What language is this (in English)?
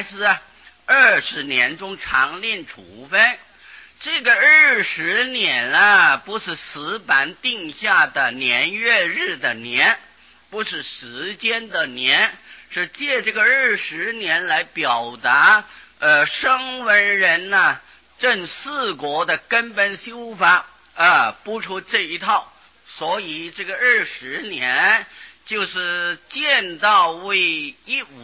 Chinese